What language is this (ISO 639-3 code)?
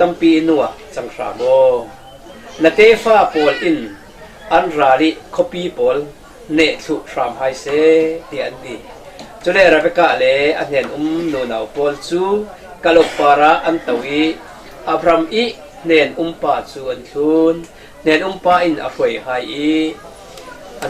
cfm